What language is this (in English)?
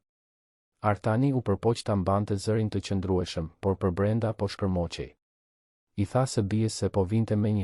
Albanian